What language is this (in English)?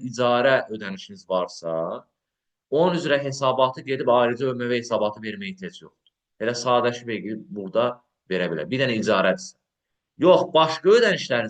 Azerbaijani